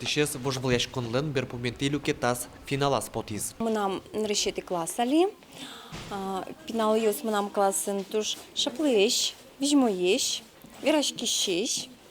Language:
Udmurt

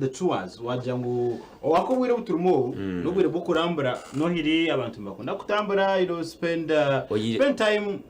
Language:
Nyankole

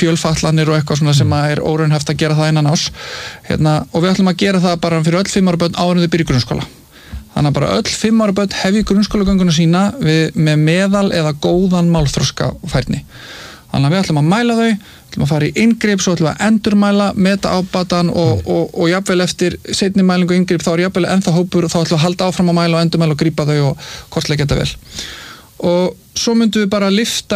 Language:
Icelandic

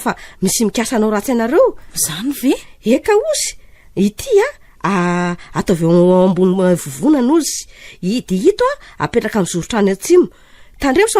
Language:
Malagasy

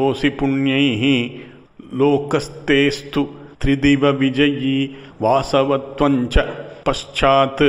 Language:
Sanskrit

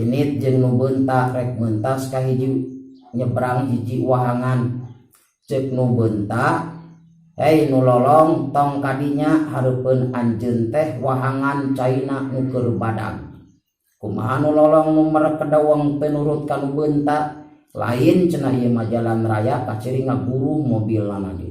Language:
Sundanese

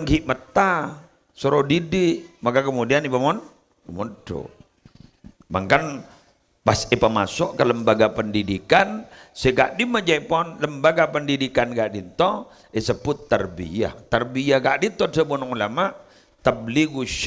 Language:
Madurese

